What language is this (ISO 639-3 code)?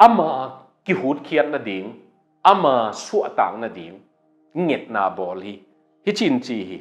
ctd